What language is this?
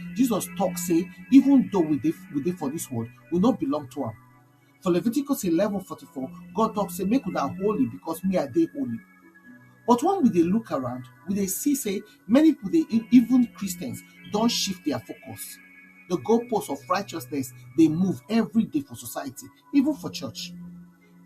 Nigerian Pidgin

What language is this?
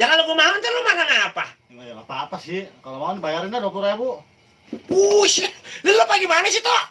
Betawi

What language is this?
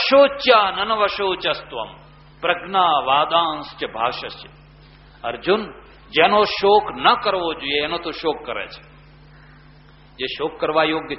Gujarati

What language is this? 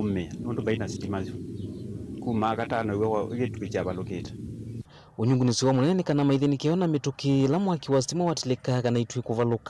Kamba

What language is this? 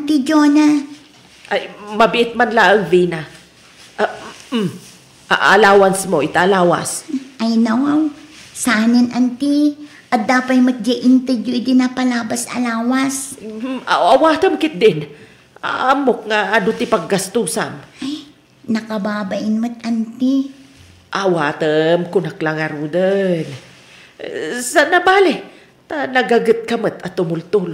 Iloko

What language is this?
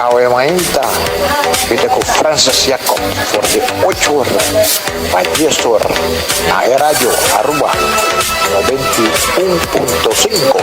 Papiamento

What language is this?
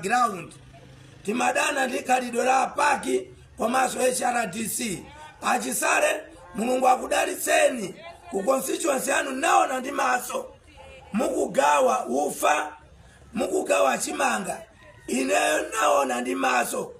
Nyanja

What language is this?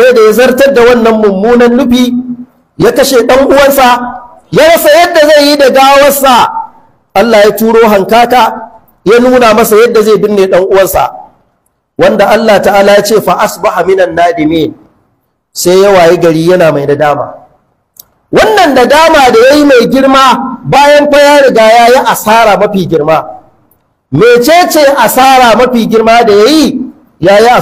Hausa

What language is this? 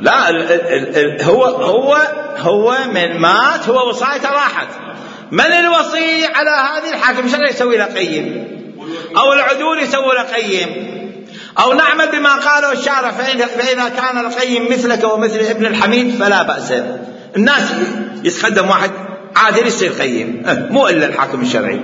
Mesopotamian Arabic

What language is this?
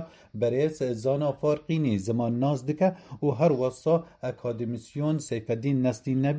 Kurdish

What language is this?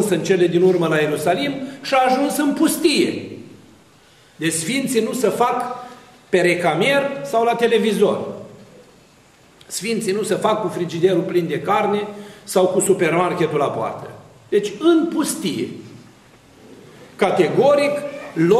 Romanian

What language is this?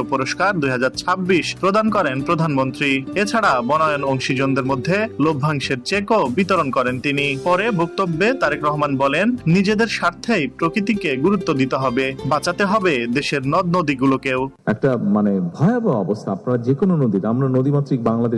Bangla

